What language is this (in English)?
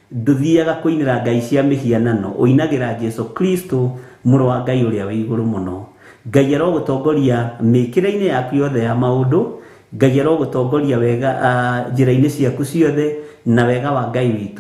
Kikuyu